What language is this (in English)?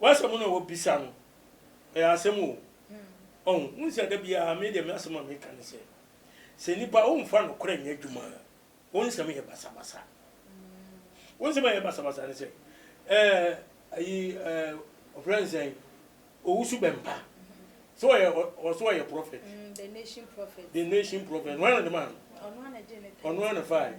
Akan